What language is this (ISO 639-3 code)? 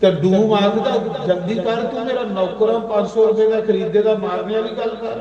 doi